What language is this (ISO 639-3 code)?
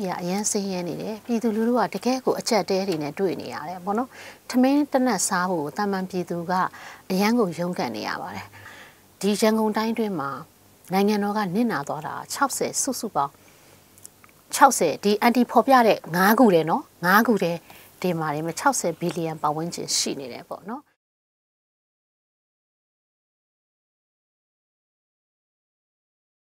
mya